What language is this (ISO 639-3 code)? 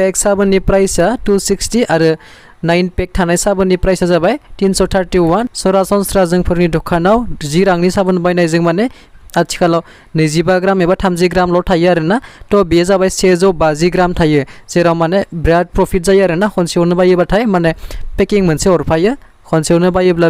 brx